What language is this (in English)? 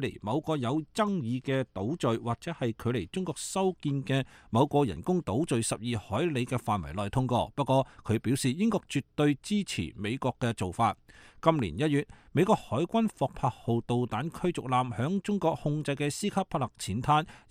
Cantonese